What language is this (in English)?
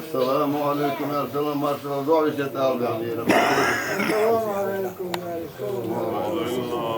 Chechen